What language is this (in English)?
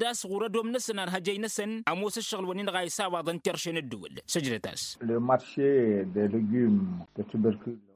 Tamasheq